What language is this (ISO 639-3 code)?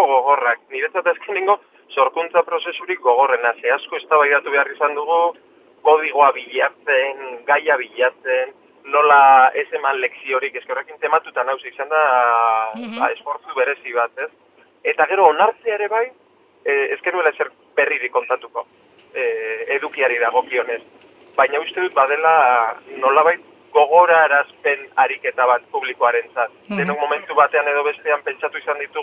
eus